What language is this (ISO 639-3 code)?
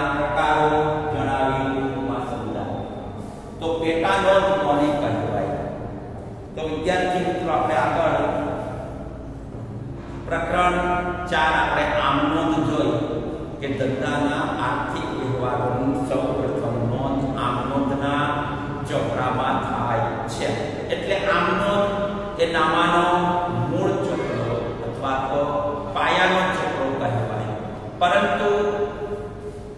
guj